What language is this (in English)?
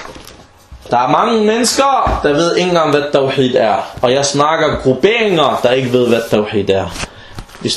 Danish